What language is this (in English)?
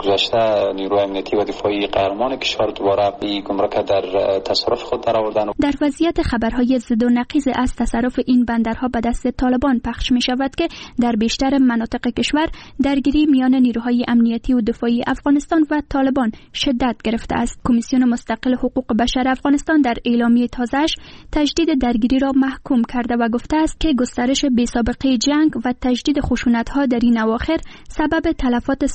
Persian